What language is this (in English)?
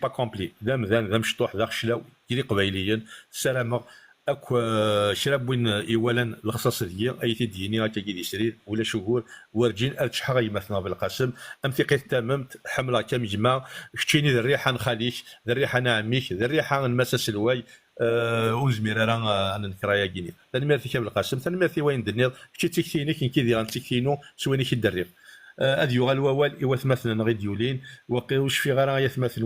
Kabyle